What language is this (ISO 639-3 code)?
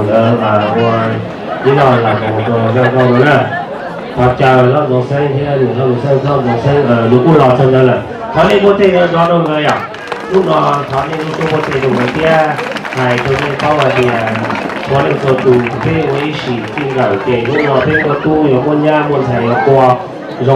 hmn